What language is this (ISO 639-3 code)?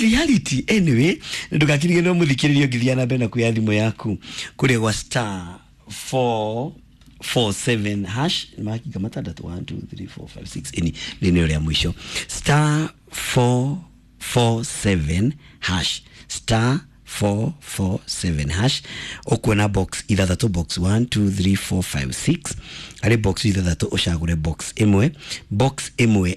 kik